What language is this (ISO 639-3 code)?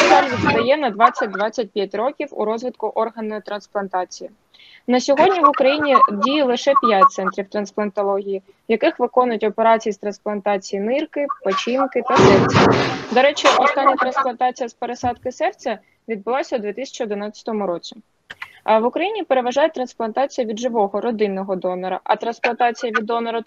ukr